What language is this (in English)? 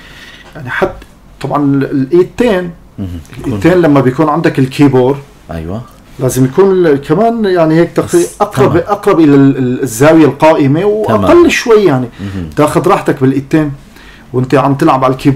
North Levantine Arabic